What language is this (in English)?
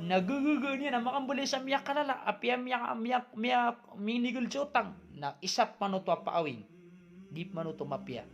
Maranao